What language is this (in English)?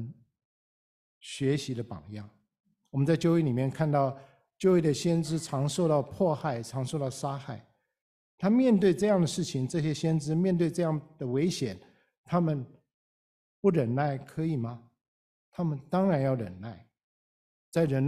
Chinese